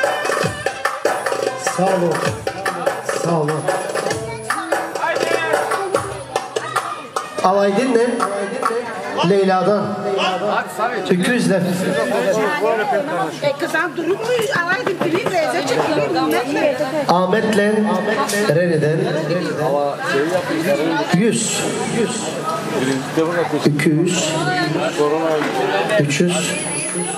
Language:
Turkish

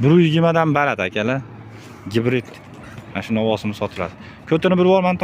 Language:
Uzbek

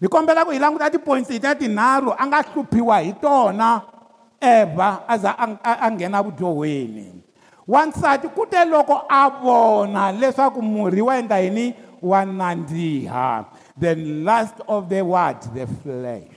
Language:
Tsonga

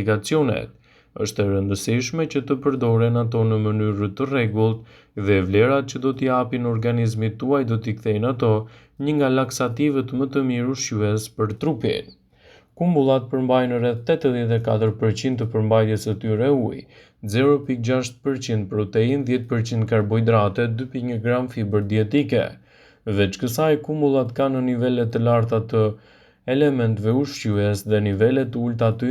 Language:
Albanian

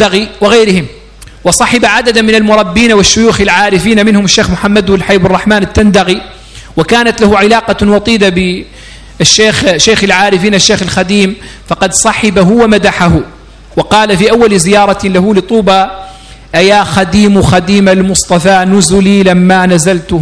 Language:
Arabic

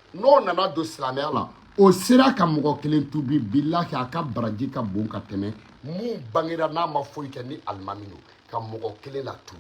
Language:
Bambara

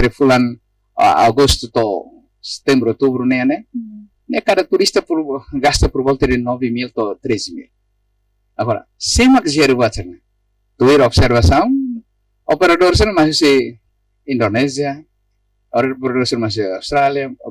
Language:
Tetum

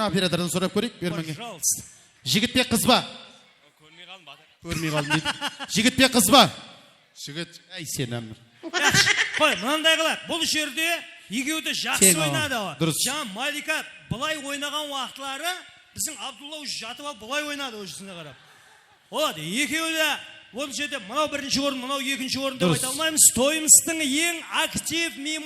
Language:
Kara-Kalpak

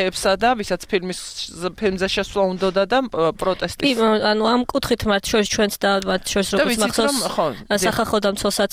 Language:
Georgian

